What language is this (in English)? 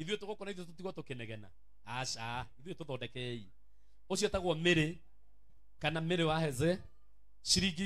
Kikuyu